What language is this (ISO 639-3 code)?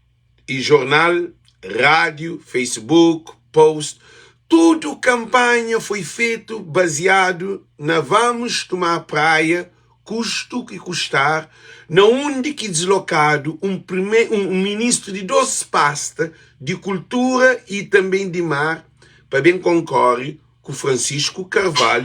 kea